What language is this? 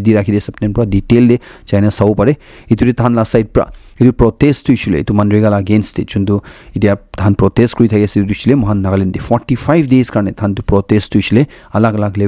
Naga Pidgin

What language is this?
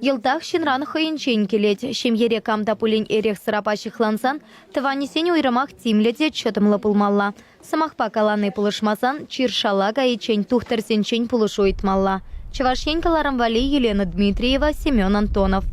Chuvash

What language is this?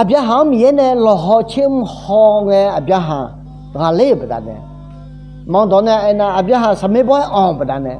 Akha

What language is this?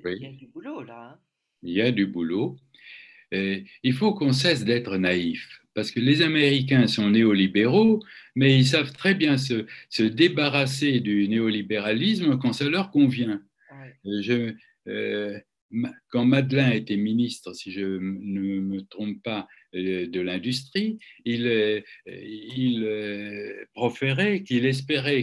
French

